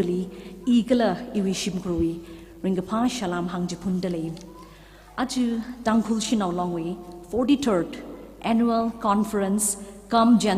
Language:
Tangkhul Naga (India)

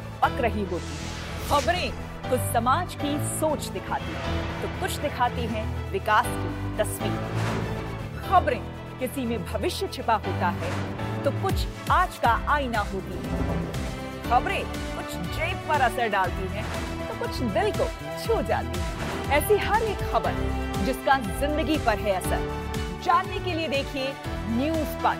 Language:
Hindi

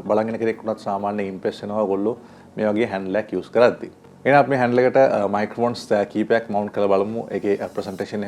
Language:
Sinhala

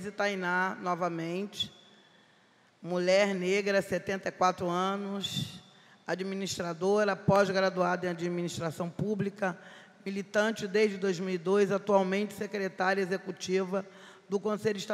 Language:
Portuguese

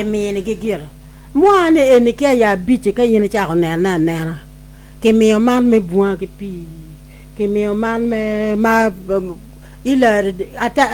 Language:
Acoli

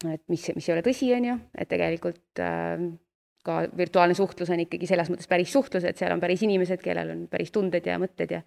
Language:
Estonian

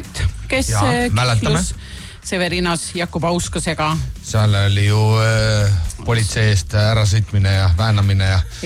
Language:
Estonian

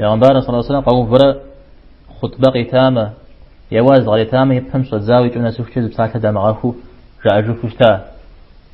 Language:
Kabardian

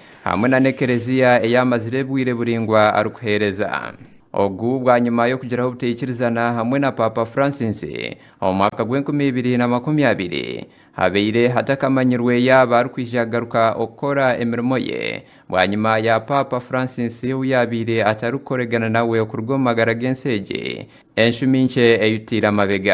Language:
Nyankole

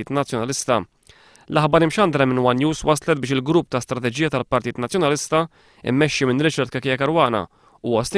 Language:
Maltese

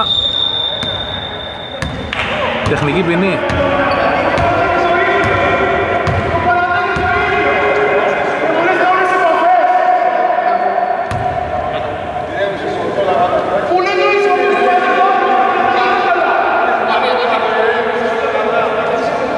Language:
Greek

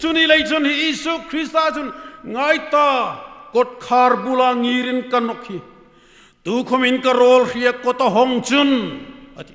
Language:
Hmar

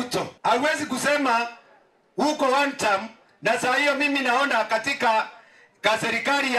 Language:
Meru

